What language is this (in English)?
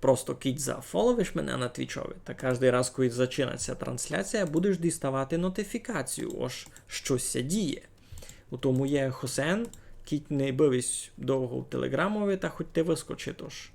Rusyn